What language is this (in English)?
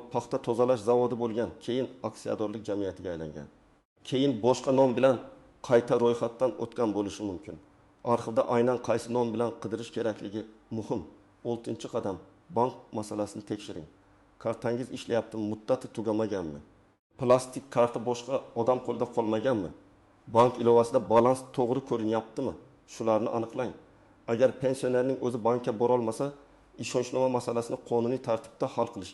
Uzbek